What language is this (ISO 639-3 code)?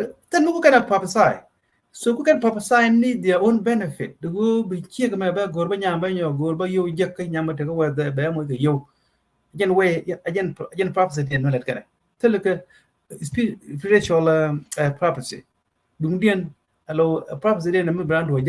nus